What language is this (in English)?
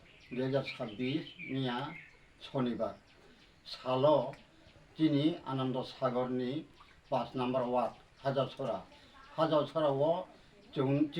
Riang (India)